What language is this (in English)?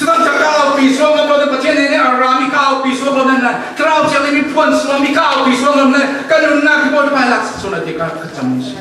Falam Chin